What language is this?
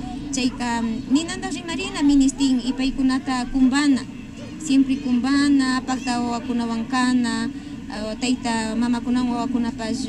Imbabura Highland Quichua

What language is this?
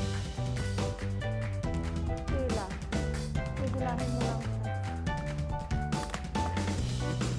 Filipino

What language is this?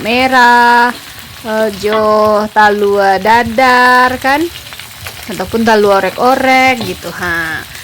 Minangkabau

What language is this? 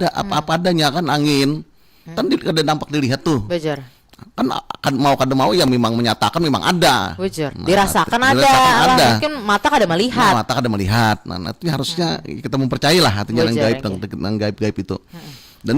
Banjar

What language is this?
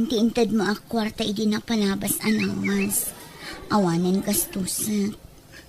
Iloko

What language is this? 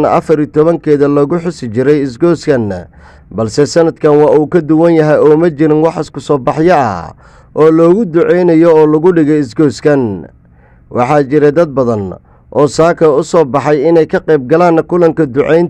Somali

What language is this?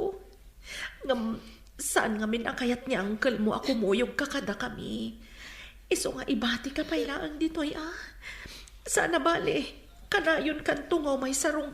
Iloko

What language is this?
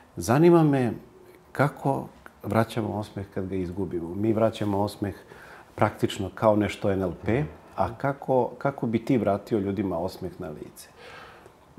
Serbian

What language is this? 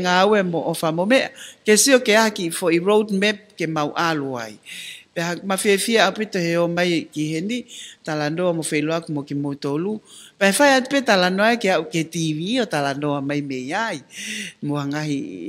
Tongan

